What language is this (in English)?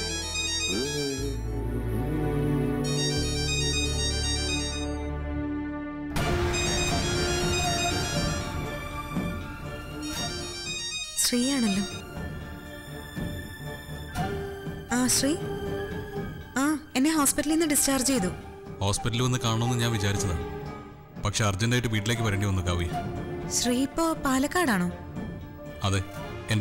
Malayalam